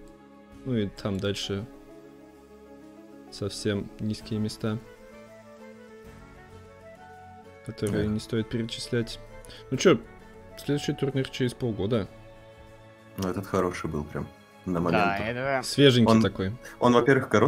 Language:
Russian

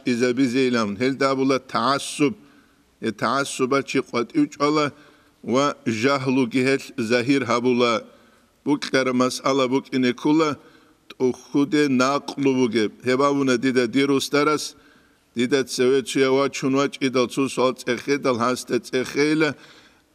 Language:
Avaric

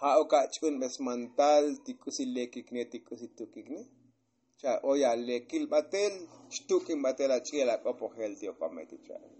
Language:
Tzotzil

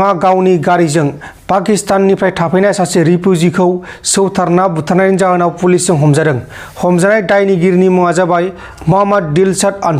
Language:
Bodo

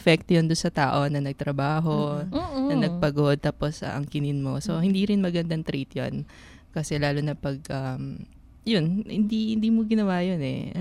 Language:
Filipino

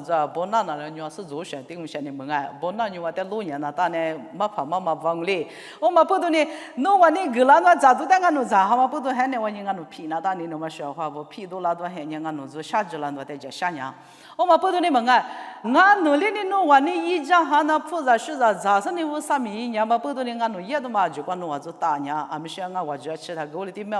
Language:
Lisu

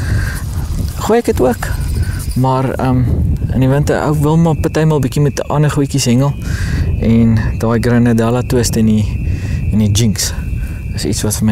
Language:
Afrikaans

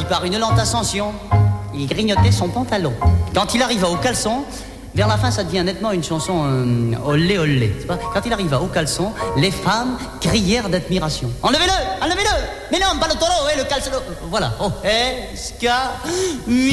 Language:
French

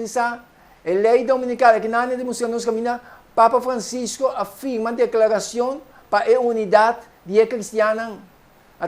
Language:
Papiamento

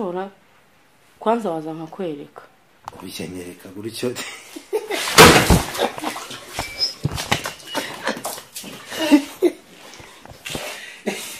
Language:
Kinyarwanda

